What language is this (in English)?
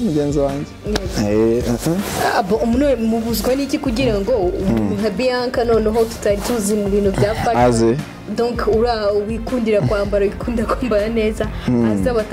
Kinyarwanda